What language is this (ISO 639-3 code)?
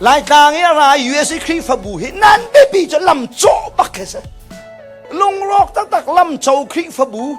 cnh